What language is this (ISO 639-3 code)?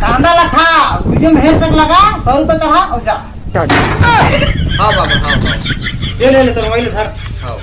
hne